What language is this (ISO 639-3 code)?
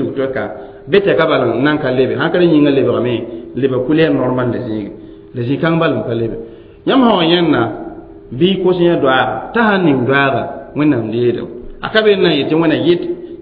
mos